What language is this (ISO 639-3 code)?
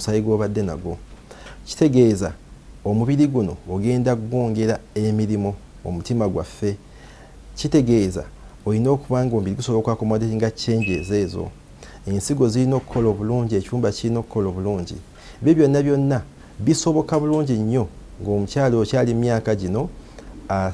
lug